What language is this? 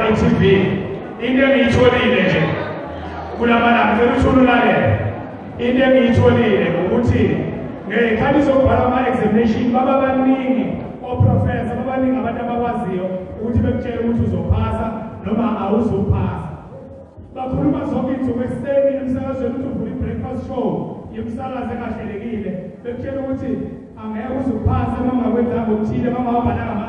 Zulu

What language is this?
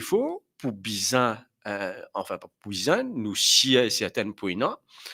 Morisyen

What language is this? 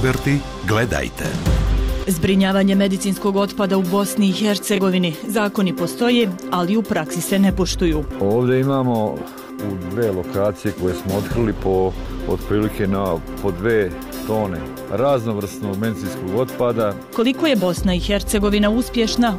Bosnian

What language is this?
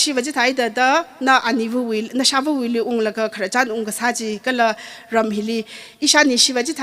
Tangkhul Naga (India)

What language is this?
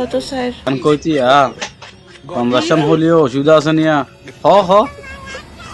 Rohingya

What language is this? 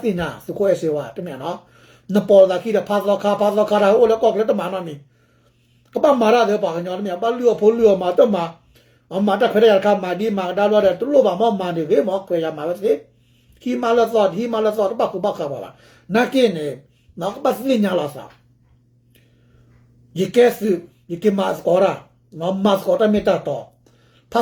S'gaw Karen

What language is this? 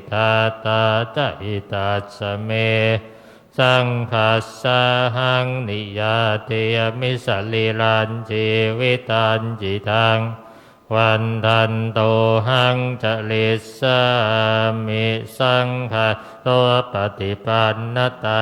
Pali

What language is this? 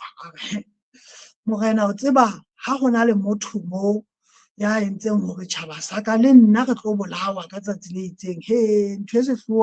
Southern Sotho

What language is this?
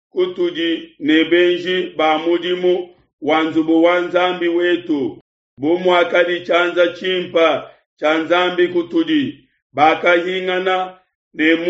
Luba-Lulua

